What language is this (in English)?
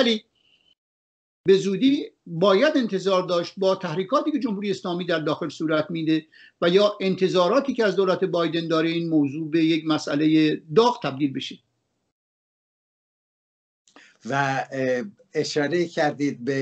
Persian